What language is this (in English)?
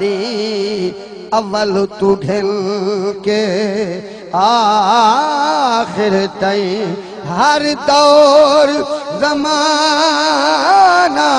Saraiki